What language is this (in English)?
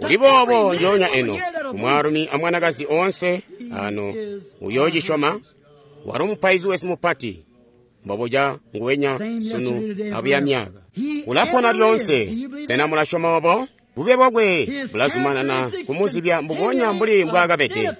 Tonga (Zambia)